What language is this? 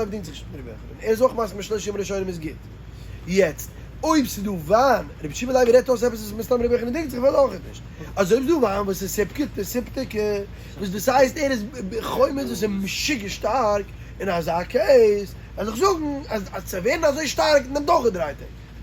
Yiddish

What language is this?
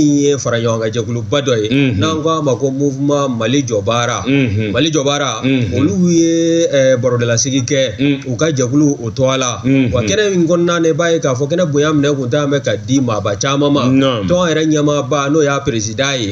Bambara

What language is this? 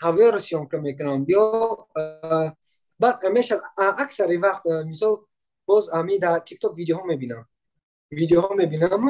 Tajik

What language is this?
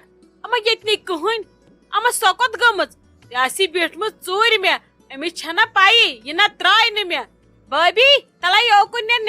Kashmiri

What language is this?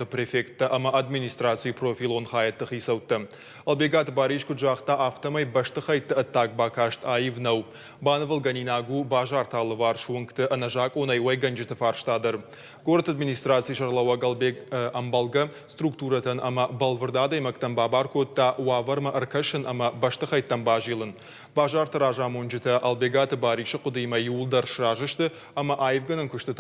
Ossetic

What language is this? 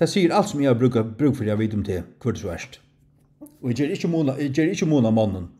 Faroese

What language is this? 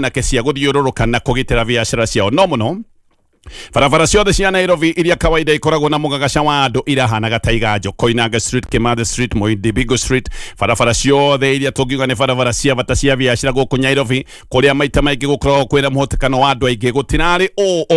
Kikuyu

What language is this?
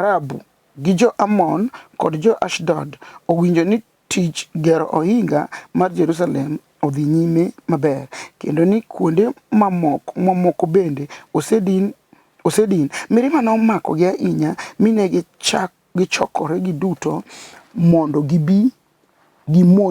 Luo (Kenya and Tanzania)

